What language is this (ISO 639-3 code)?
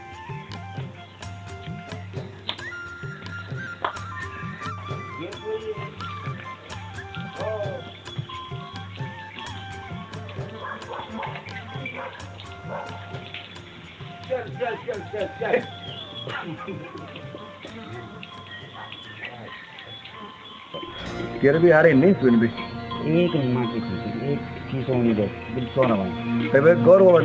hin